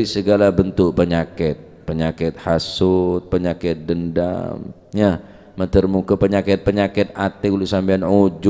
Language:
Madurese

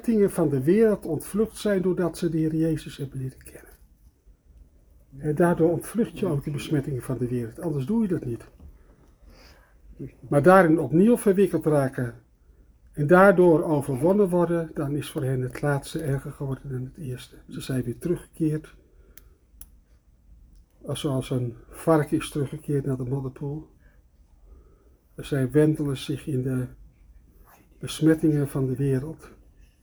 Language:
Dutch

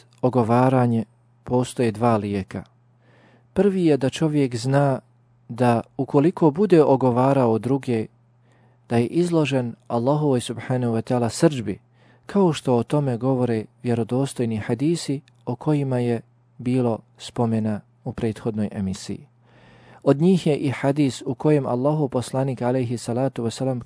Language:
Bosnian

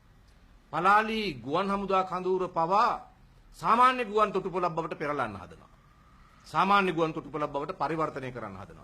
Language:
Sinhala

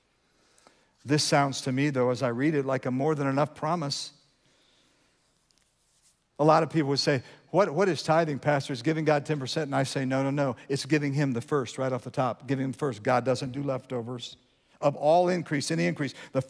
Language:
English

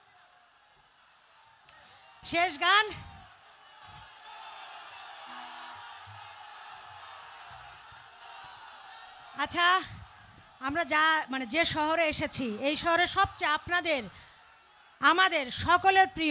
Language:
Bangla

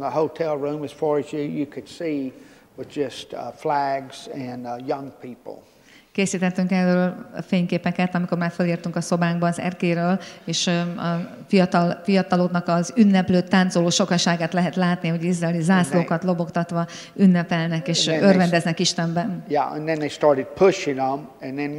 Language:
Hungarian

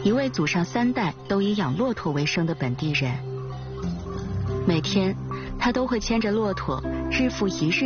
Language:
Chinese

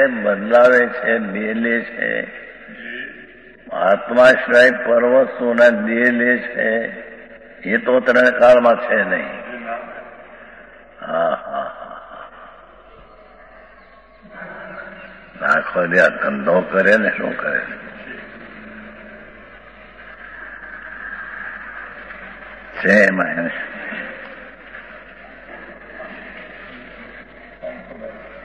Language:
Gujarati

